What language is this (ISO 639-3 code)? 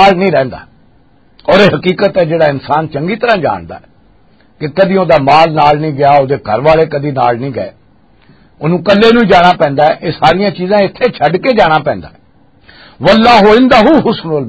lah